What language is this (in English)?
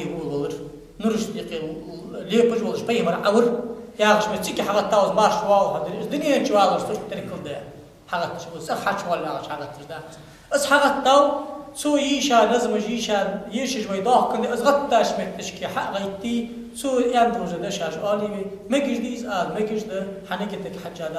Ingush